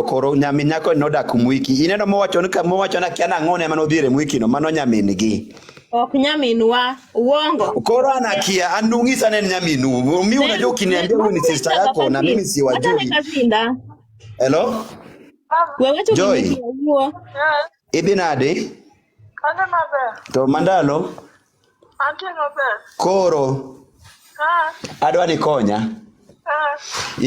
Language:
Luo (Kenya and Tanzania)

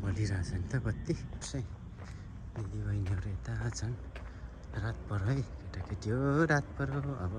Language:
Nepali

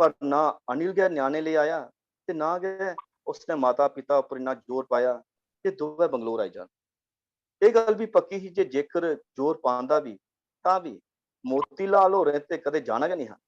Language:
Dogri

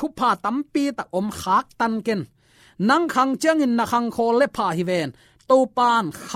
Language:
Tedim Chin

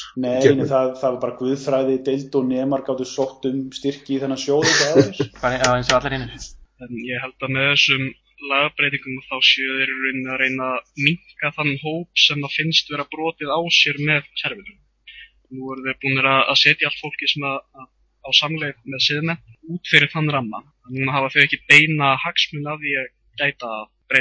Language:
Icelandic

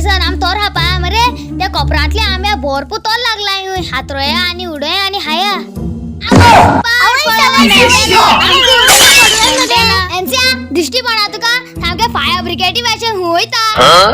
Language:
Konkani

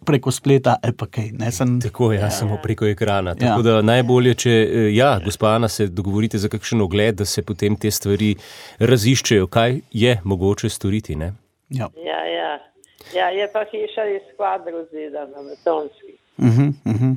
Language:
Slovenian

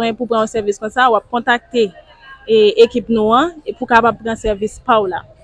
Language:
Haitian Creole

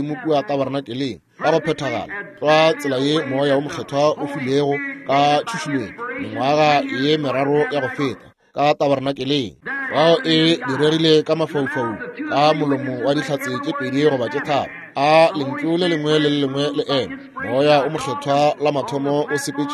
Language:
Northern Sotho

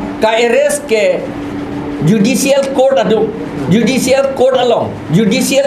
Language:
Karbi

